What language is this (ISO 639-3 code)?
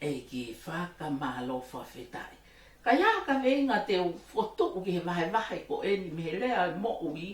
ton